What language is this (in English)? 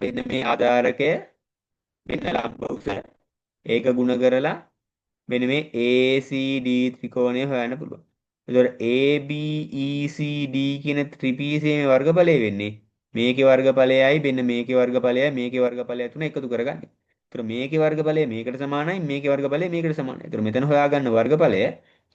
Sinhala